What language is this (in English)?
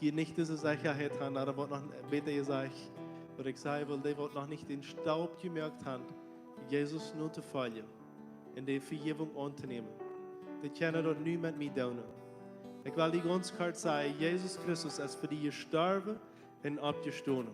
Plautdietsch